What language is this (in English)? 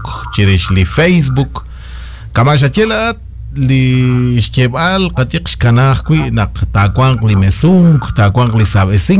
Kekchí